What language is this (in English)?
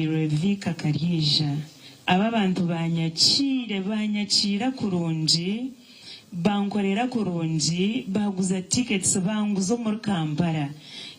Nyankole